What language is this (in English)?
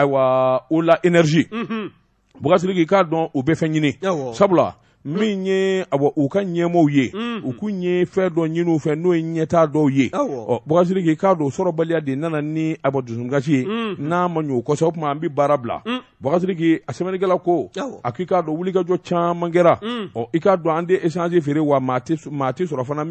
Bambara